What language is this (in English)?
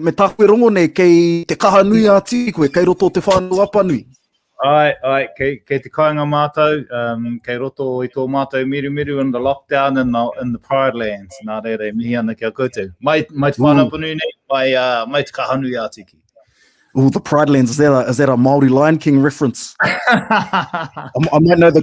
Māori